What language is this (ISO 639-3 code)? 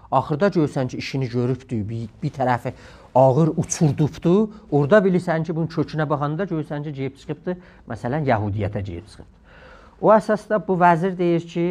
azb